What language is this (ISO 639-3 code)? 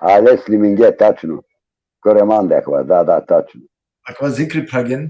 rmn